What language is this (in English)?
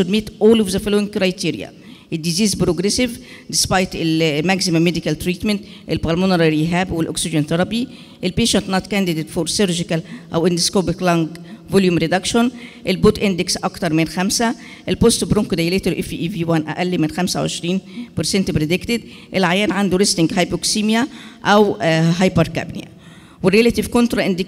Egyptian Arabic